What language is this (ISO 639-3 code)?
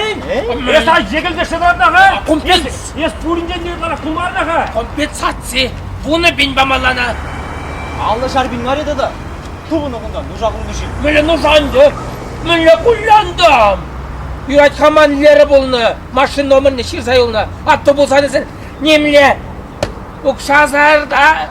chv